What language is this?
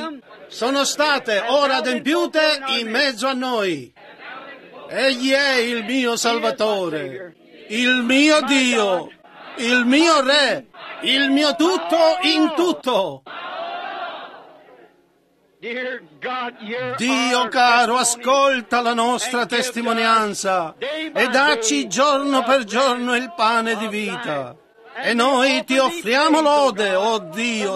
Italian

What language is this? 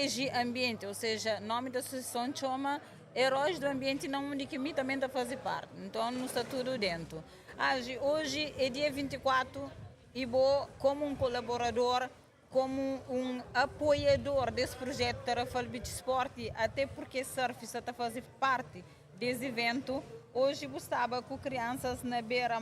Kabuverdianu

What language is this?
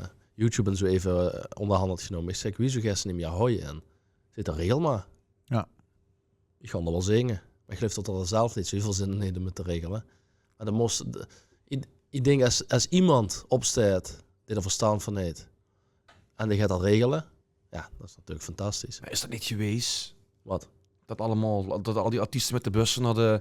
Limburgish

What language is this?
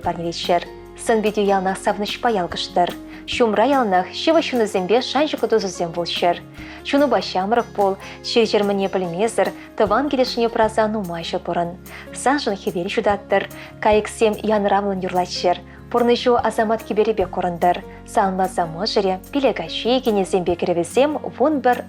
Chuvash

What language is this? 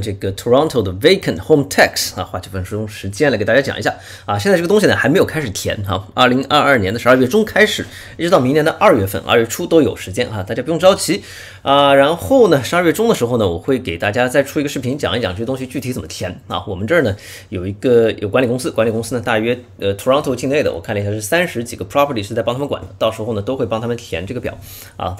Chinese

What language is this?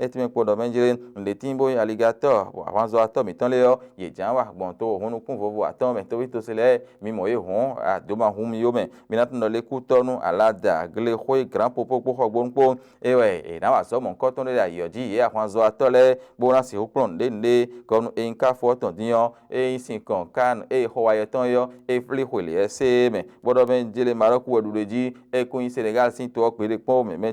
Fon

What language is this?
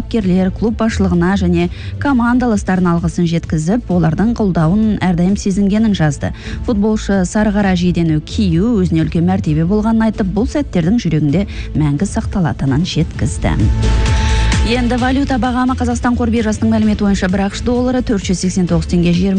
Kazakh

